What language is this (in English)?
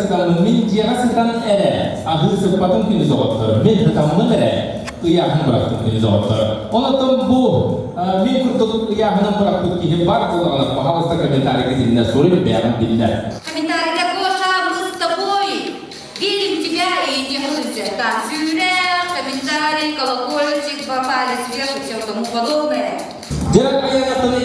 Yakut